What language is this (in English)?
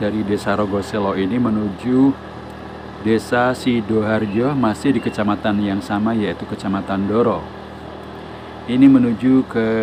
Indonesian